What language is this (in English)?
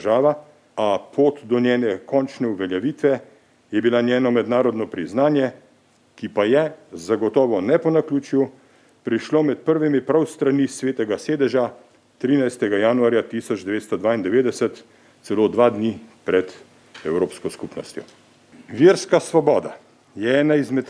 Slovenian